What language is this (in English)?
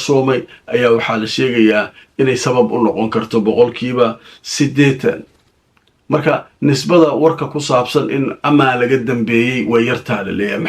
Somali